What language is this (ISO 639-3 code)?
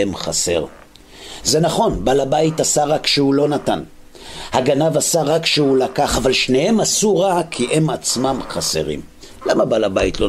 heb